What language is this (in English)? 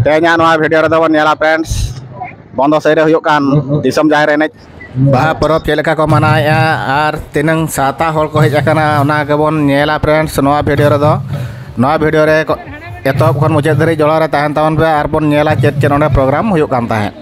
Santali